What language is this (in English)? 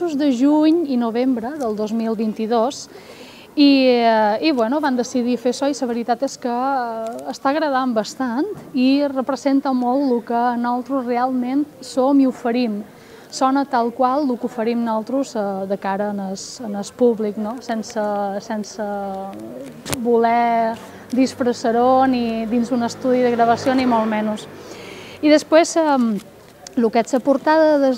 Catalan